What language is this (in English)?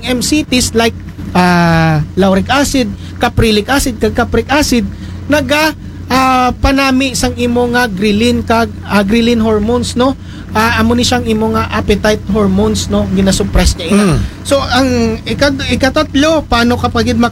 Aklanon